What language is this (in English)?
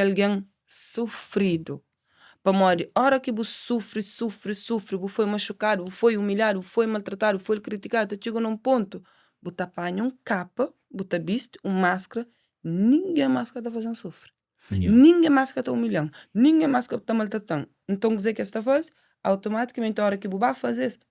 Kabuverdianu